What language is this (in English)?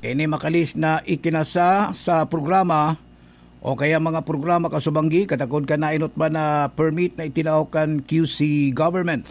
Bikol